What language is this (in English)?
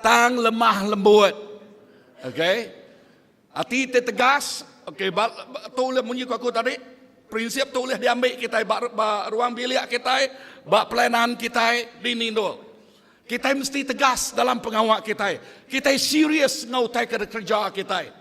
Iban